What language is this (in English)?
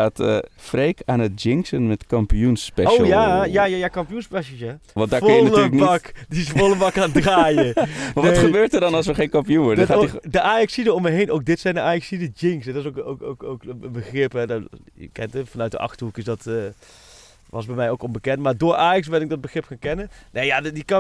Dutch